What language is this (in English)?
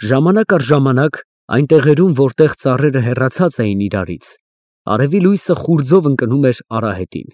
Armenian